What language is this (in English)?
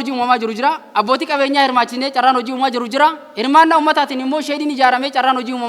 Oromo